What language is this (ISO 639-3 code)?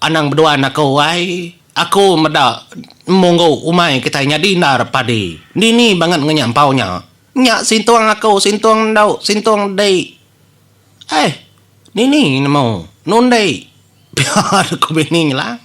iba